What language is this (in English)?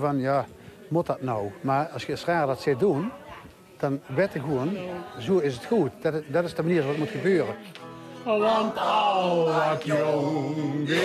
Limburgish